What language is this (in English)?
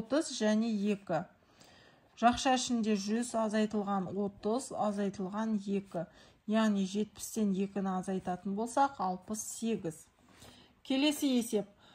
Kazakh